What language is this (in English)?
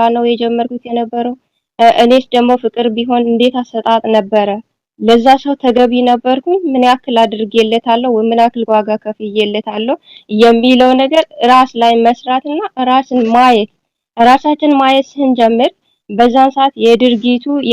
Amharic